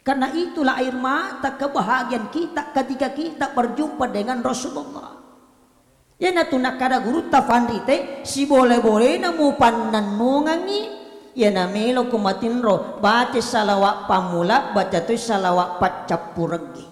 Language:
Buginese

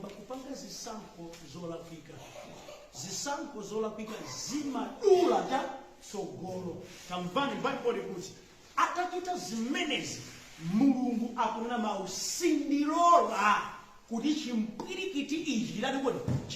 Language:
Nyanja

